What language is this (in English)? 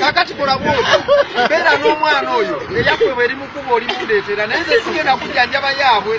Ganda